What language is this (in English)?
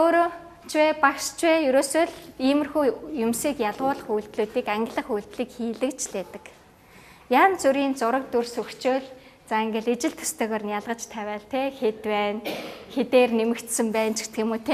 Mongolian